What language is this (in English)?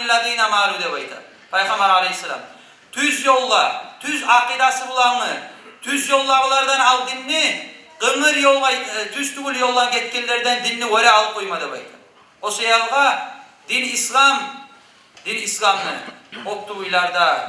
Kumyk